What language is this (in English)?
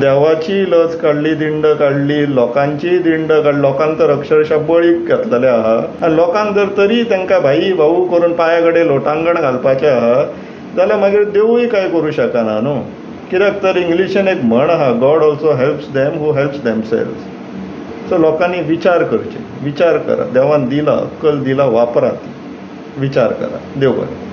Konkani